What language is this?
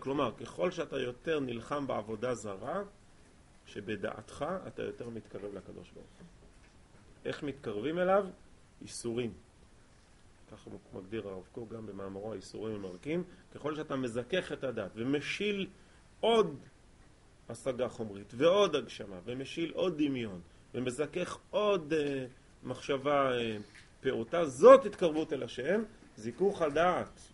Hebrew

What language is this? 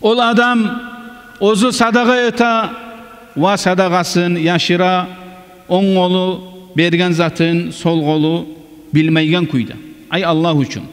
Kumyk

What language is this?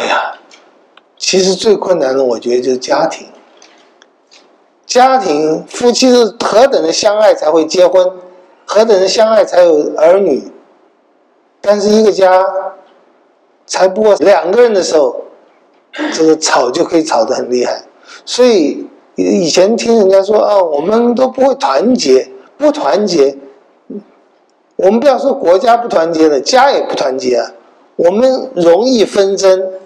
Chinese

